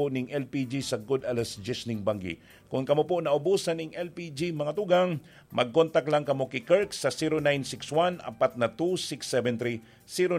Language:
Bikol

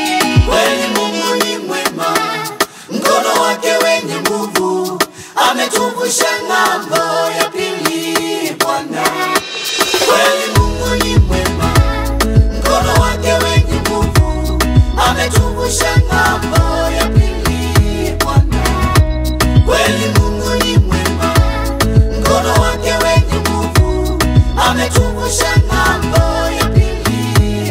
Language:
Swahili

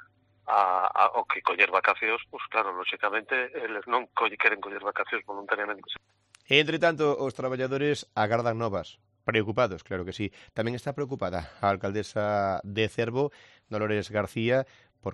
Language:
Galician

